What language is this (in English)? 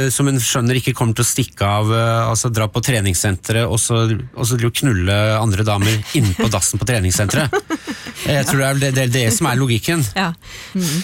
Norwegian